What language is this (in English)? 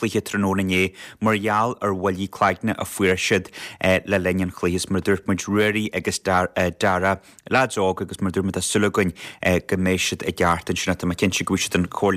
Irish